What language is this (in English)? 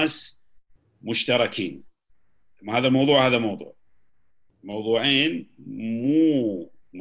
Gulf Arabic